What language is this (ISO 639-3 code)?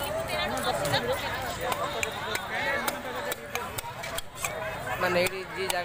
ori